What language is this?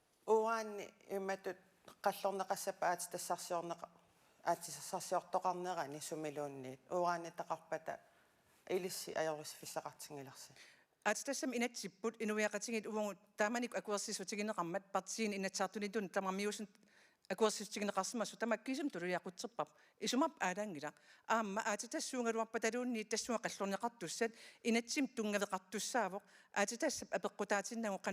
Kalaallisut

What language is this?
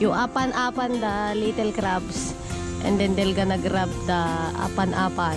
Iloko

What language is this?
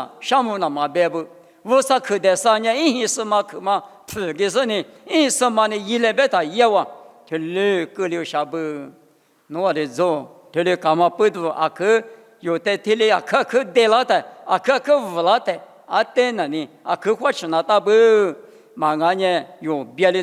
Lisu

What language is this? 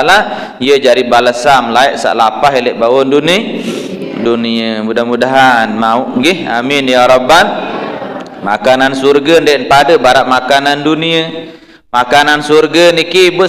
Sasak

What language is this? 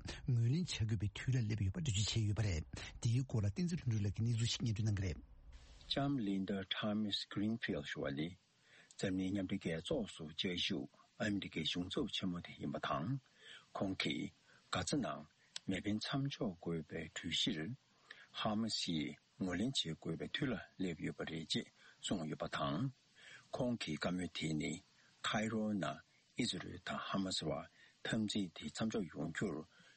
Tibetan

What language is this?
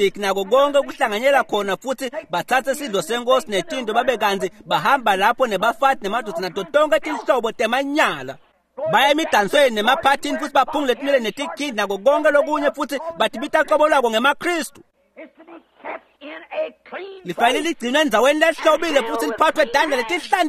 Swati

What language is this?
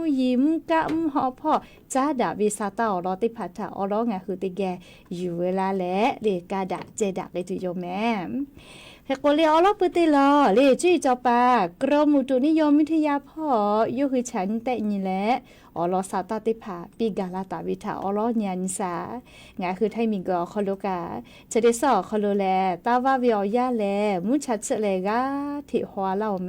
Lahu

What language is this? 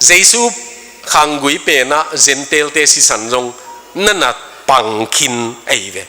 Tedim Chin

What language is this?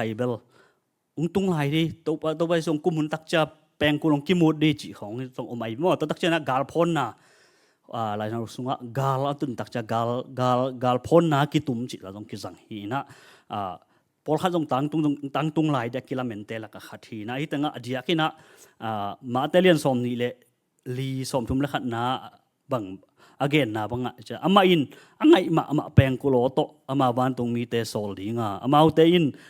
Tedim Chin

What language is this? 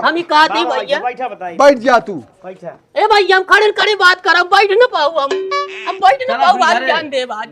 Awadhi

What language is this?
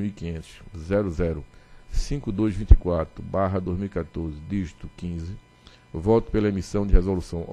Portuguese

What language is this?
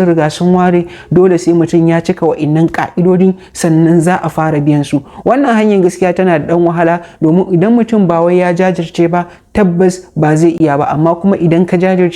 Hausa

